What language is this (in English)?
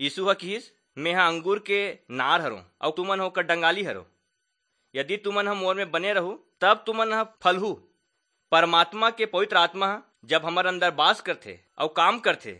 Chhattisgarhi